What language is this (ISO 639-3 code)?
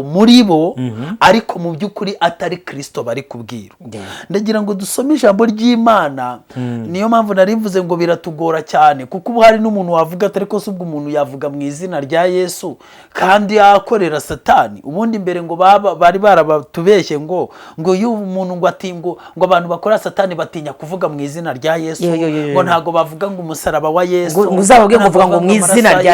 kin